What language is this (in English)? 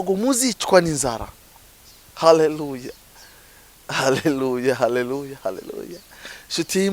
Kinyarwanda